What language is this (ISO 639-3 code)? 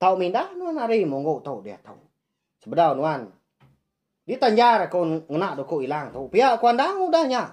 iba